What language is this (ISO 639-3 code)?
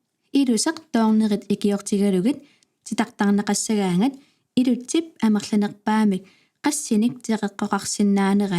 kal